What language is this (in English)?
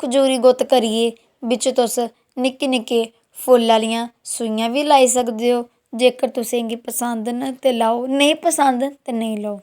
Dogri